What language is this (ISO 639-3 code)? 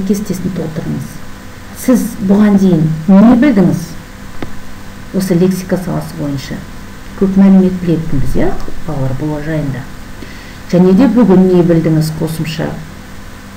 kaz